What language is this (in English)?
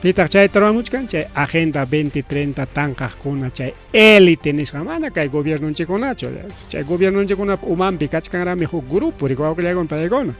Ayacucho Quechua